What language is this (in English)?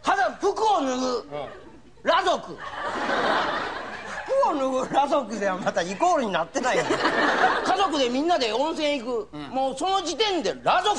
Japanese